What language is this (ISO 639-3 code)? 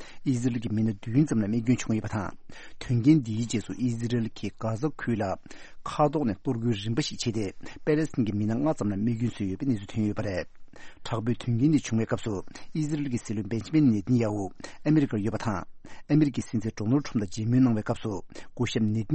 bod